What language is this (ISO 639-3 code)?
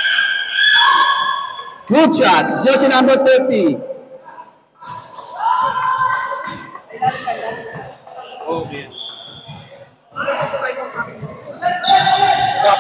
fil